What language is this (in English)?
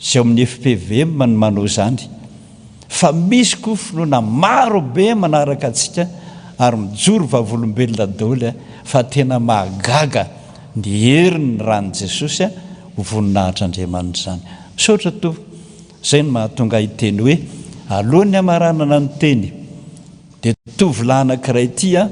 Malagasy